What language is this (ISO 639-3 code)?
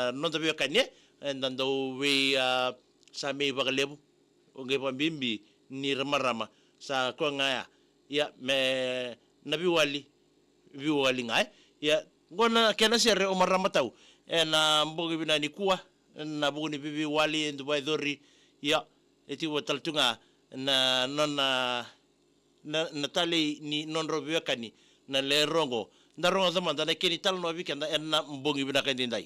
fij